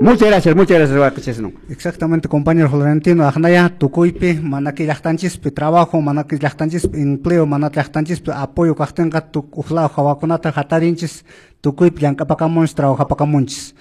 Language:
Quechua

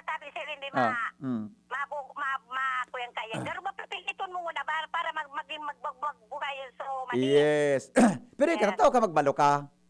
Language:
Bikol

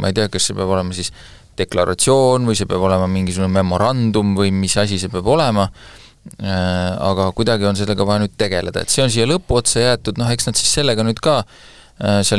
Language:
Estonian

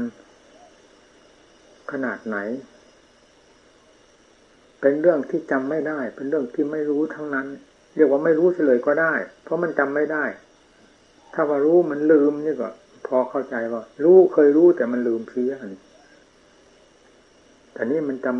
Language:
Thai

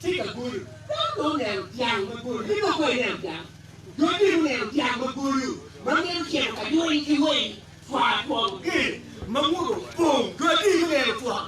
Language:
Acoli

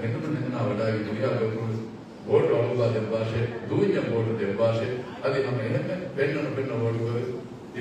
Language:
Divehi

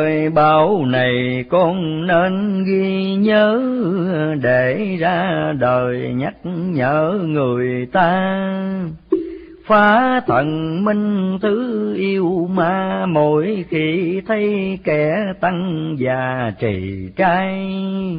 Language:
Vietnamese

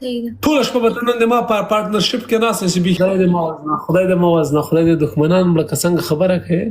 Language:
Pashto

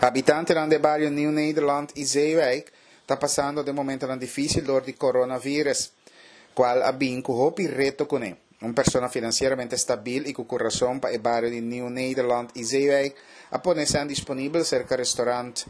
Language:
Papiamento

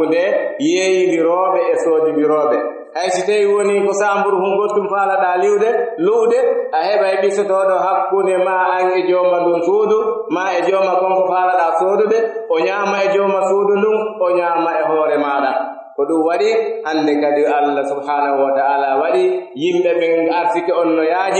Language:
Pular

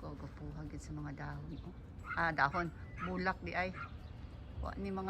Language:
Cebuano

